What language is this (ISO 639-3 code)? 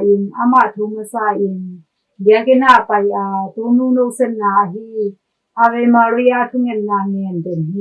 ctd